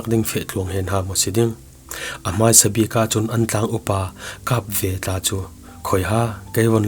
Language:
Falam Chin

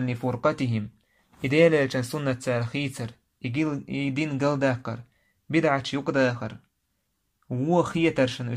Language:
Chechen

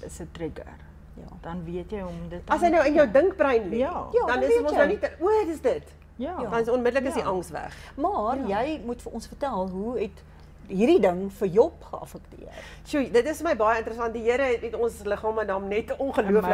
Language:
Afrikaans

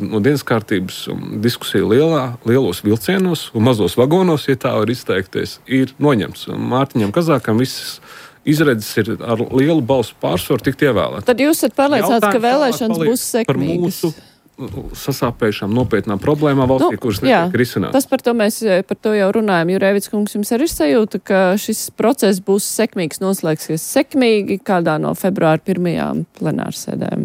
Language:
Latvian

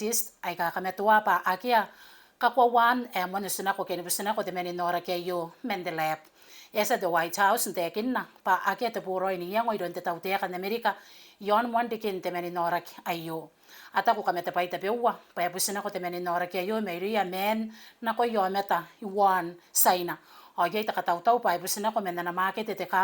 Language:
Gilbertese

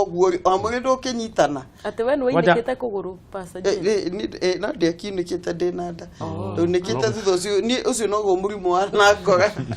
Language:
Kikuyu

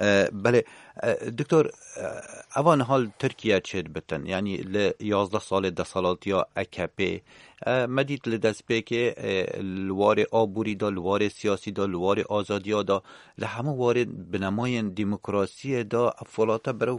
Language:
Kurdish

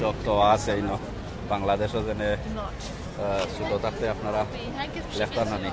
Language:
Sylheti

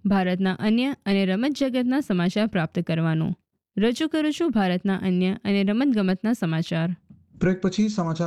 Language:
Gujarati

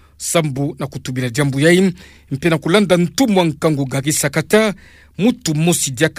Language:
Kituba (Democratic Republic of Congo)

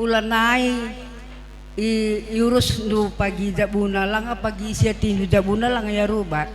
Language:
Batak Karo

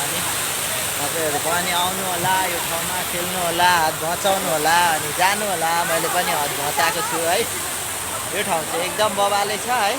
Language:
Nepali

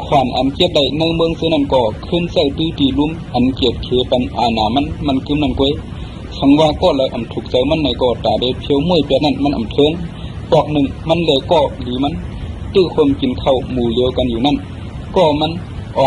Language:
Shan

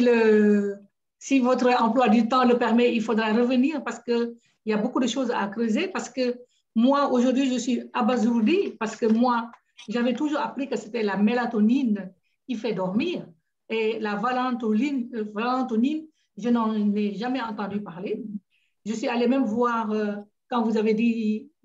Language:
French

